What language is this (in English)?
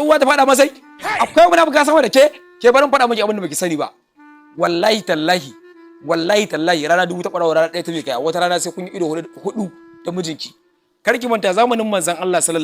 Hausa